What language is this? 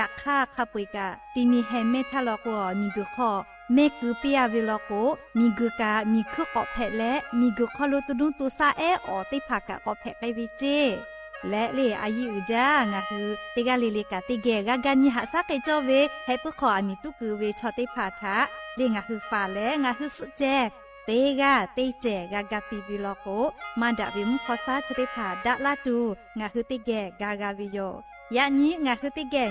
Lahu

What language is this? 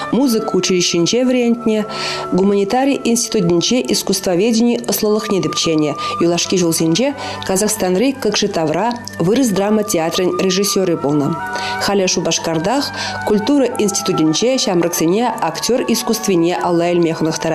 Chuvash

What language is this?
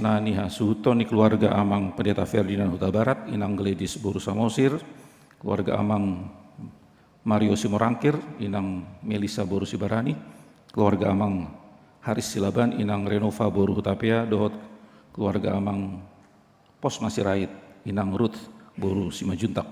Batak Toba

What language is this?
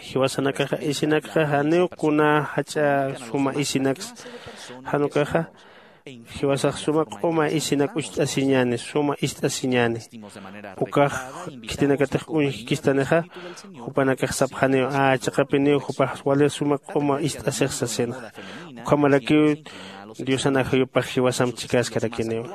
Aymara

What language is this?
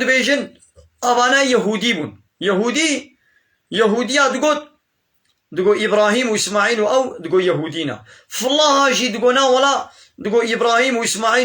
Kurdish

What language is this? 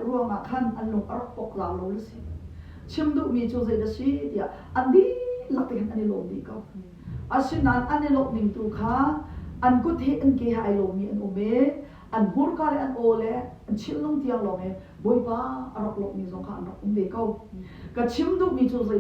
Hakha Chin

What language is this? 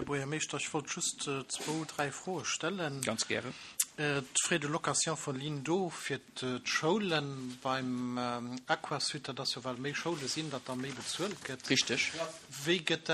Luxembourgish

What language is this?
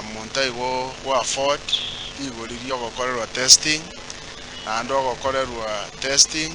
Gusii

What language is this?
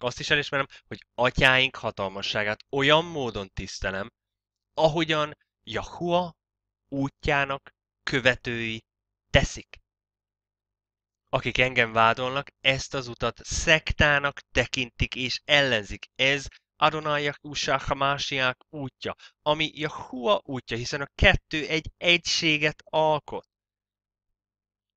Hungarian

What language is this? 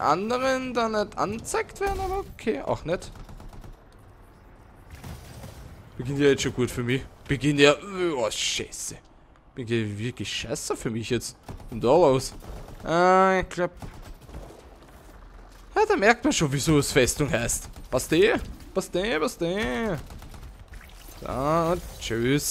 German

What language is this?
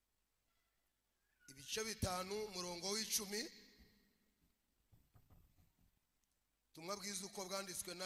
Kinyarwanda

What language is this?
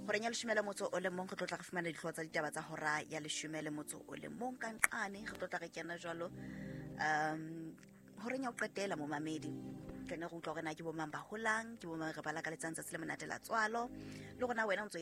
Southern Sotho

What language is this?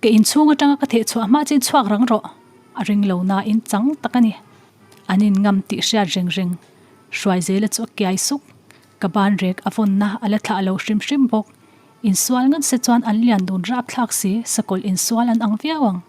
Mizo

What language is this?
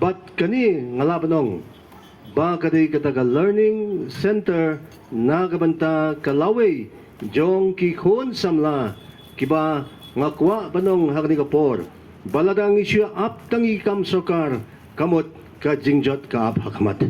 Khasi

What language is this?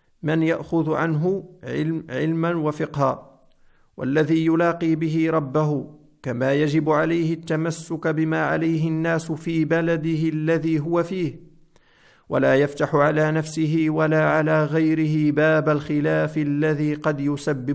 Arabic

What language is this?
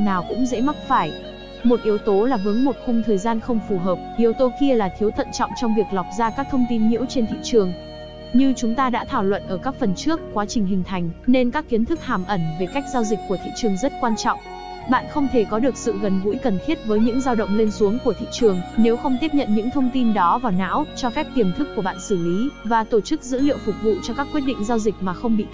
Vietnamese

